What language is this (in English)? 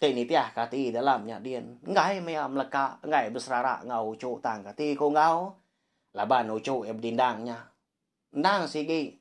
Iban